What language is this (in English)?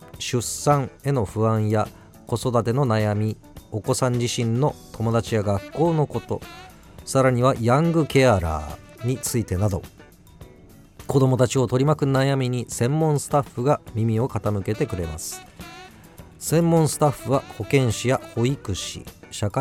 Japanese